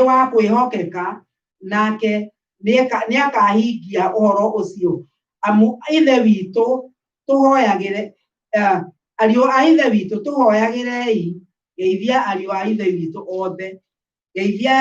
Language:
Kikuyu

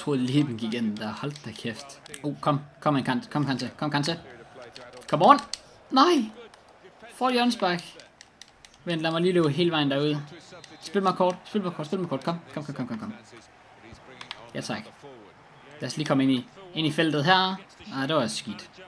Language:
Danish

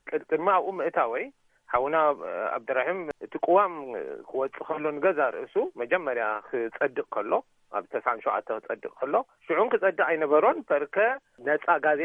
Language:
Tigrinya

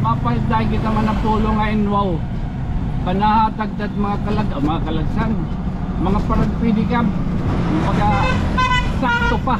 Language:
Waray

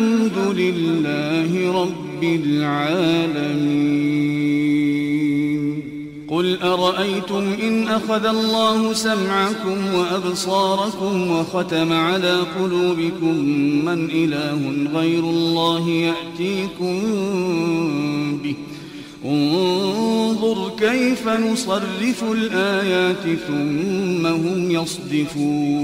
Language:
Arabic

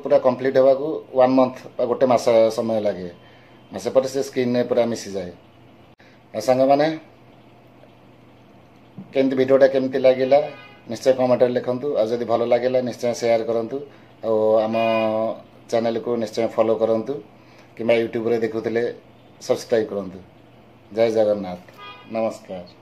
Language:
Odia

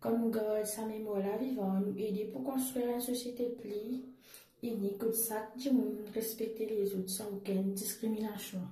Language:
Morisyen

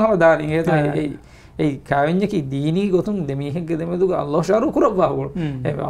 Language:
Divehi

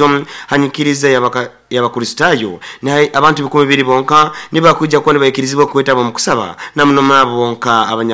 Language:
Nyoro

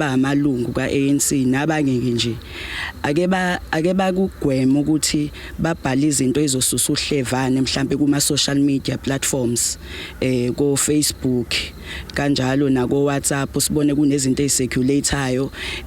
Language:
Zulu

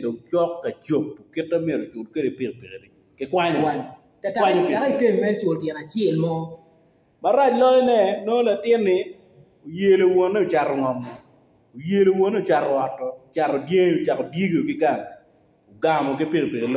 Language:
Acoli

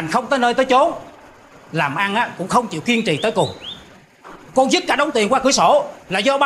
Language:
Vietnamese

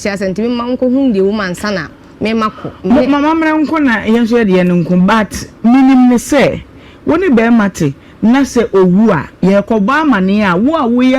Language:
Akan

